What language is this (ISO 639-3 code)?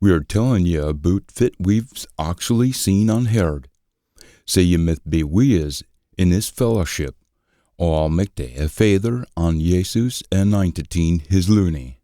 sco